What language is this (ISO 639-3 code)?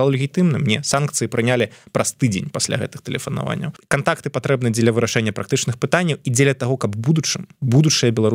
bel